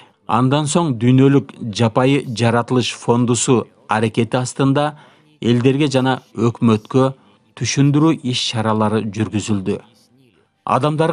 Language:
Kyrgyz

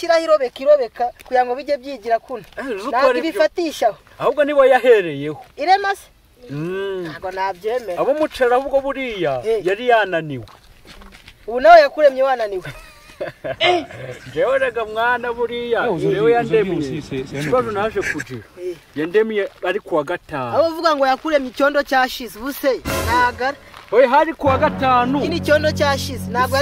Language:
Kinyarwanda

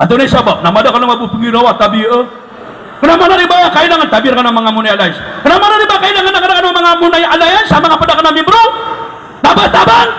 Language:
Maranao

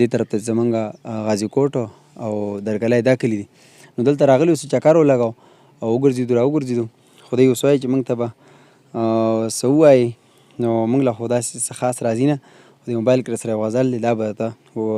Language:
Pashto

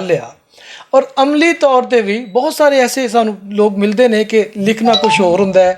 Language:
Western Panjabi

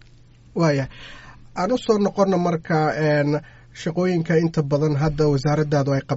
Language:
Somali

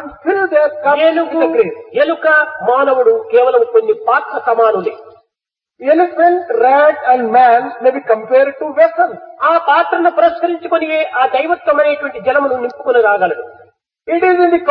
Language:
Telugu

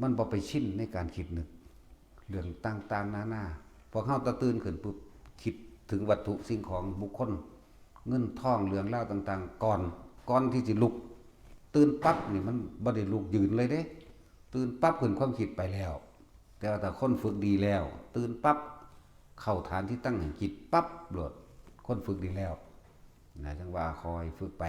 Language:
Northeastern Thai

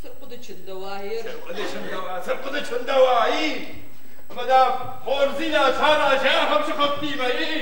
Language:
Ossetic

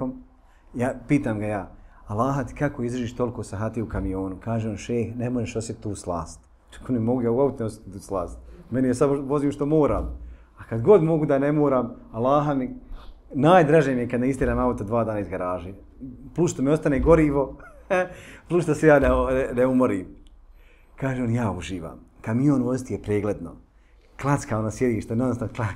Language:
Bosnian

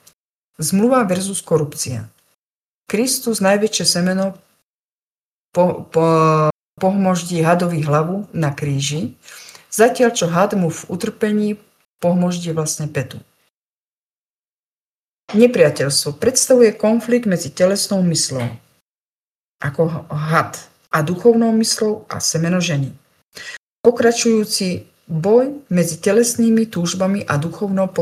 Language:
Slovak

